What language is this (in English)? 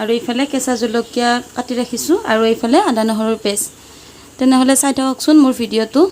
Assamese